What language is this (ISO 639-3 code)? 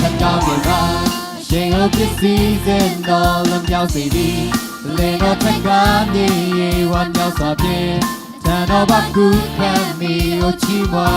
lhu